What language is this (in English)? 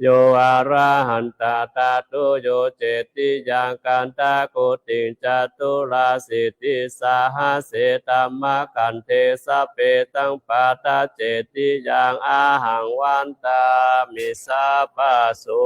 Pali